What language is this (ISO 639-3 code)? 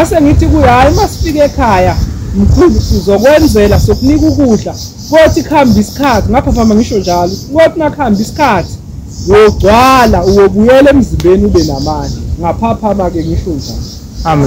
zul